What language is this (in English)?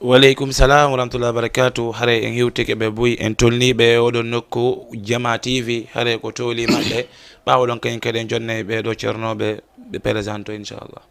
Fula